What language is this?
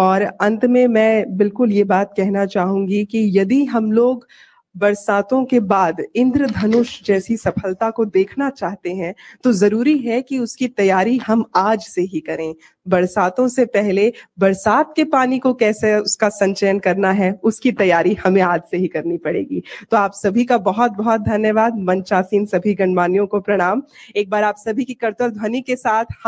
Hindi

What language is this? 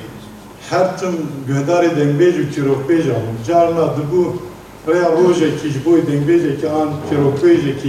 Kurdish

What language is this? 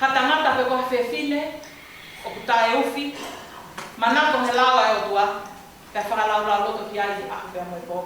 Tongan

